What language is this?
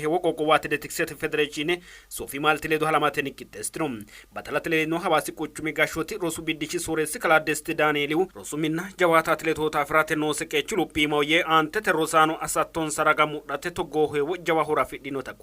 Sidamo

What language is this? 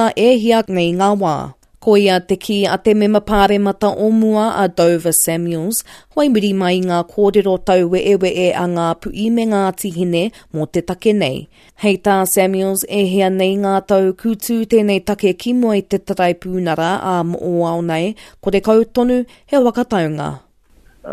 Māori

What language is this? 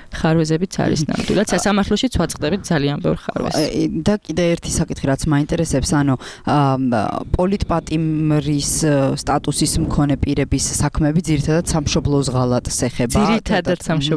Georgian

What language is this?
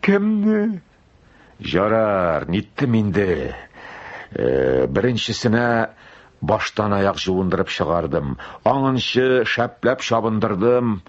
Tatar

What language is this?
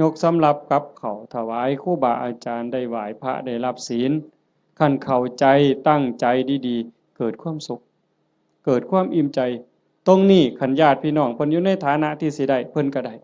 Northeastern Thai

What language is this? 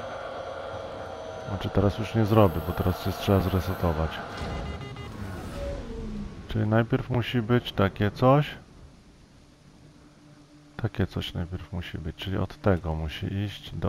Polish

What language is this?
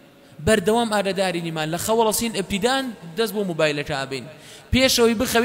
Central Kurdish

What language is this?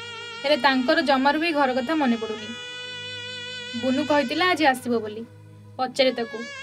Odia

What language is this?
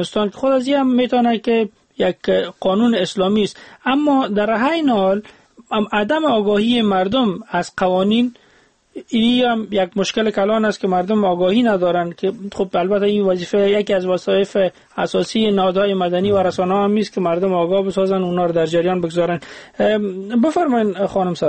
Persian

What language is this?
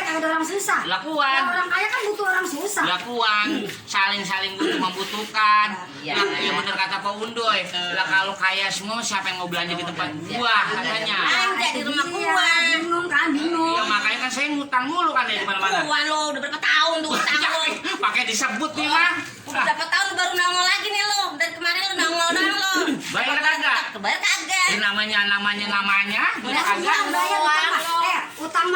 Betawi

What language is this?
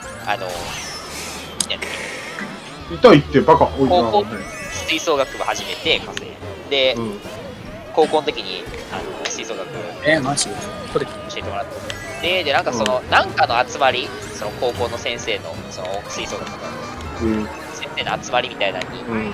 Japanese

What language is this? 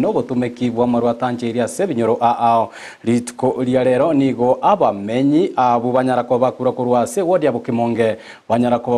Gusii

